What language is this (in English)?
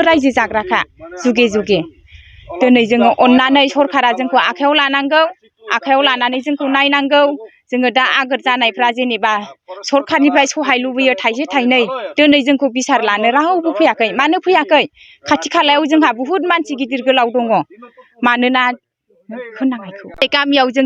Bodo